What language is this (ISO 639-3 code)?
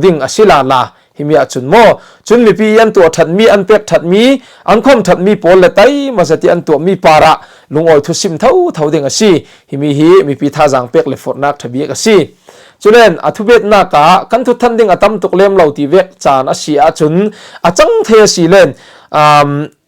cfm